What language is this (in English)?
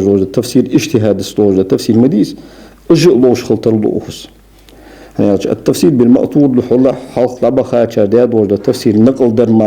Ingush